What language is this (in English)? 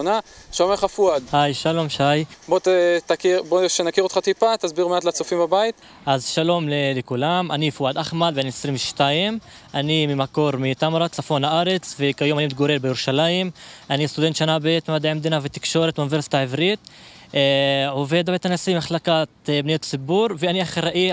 Hebrew